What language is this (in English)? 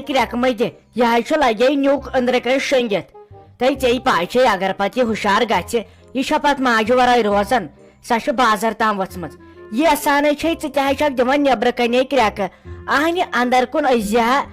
Kashmiri